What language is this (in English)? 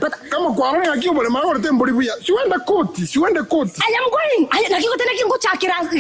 Gusii